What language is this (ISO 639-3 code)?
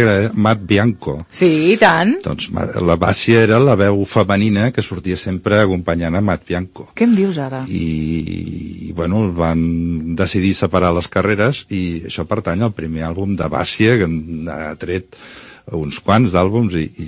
cat